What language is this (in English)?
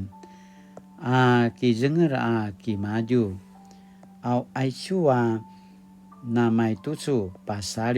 Paiwan